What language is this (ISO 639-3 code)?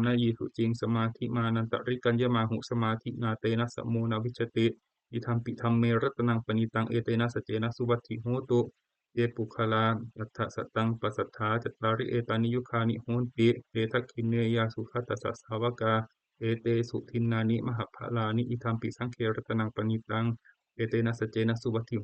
pli